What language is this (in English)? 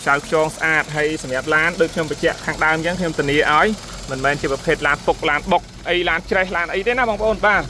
Khmer